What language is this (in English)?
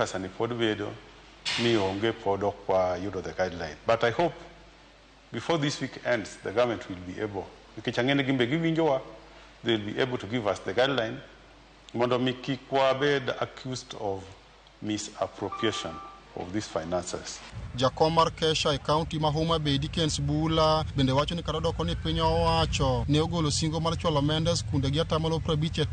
Luo (Kenya and Tanzania)